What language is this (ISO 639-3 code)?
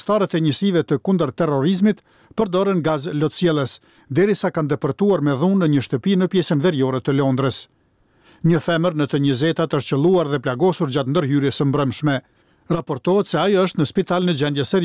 sqi